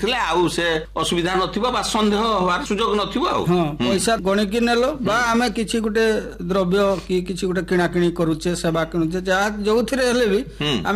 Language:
Odia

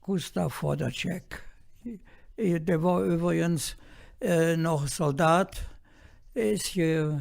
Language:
Colognian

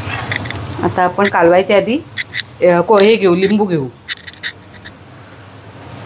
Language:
Marathi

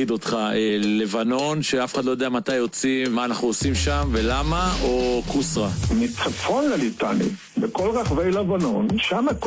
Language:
Hebrew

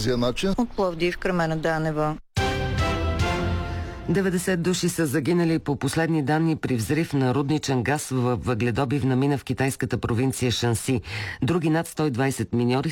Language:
Bulgarian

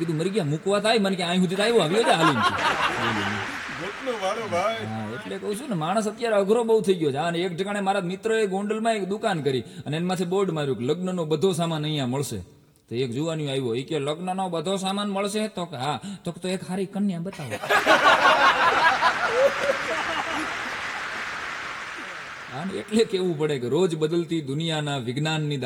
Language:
Gujarati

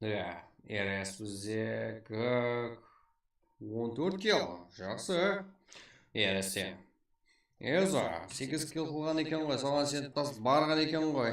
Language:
Kara-Kalpak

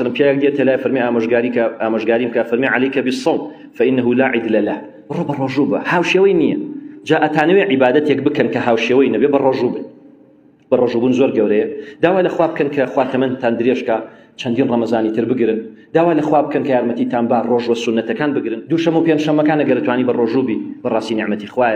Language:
Central Kurdish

